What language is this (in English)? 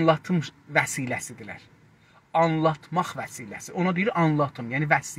South Azerbaijani